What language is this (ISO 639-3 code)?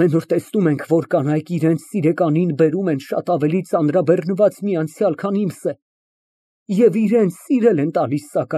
hye